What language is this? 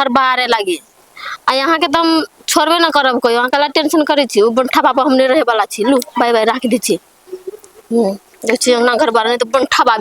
Maithili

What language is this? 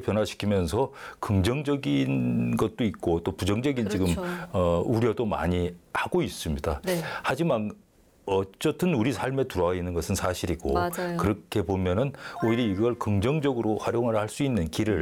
Korean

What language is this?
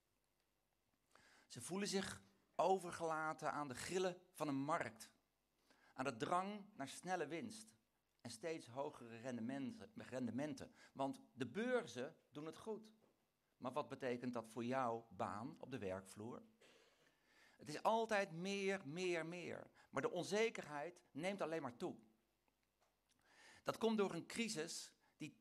Dutch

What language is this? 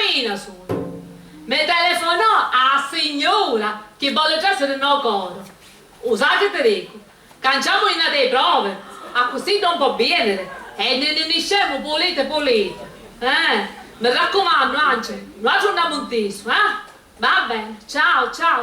Sicilian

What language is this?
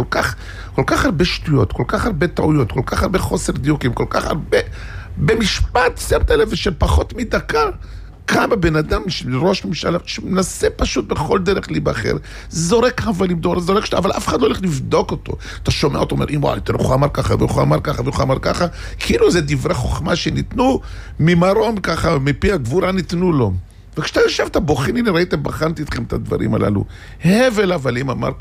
Hebrew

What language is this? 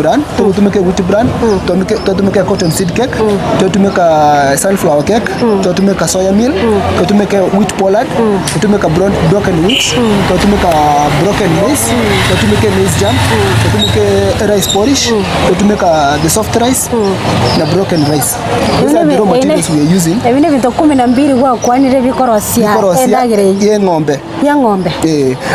Gusii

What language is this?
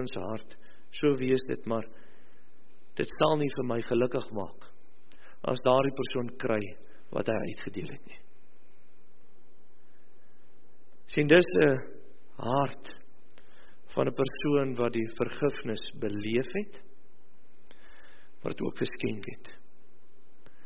Afrikaans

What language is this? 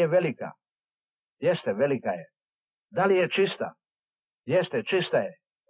Serbian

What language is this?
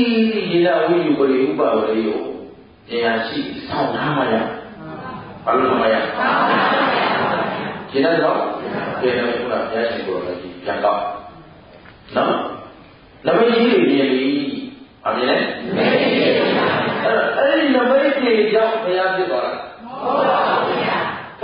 Burmese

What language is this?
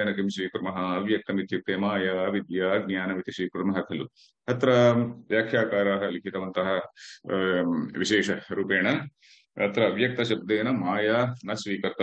Sanskrit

